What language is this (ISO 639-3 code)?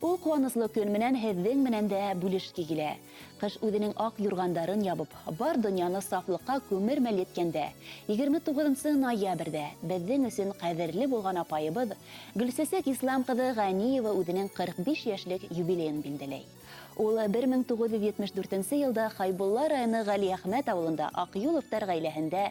bak